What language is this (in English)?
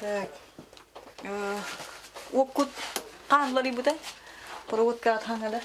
Yakut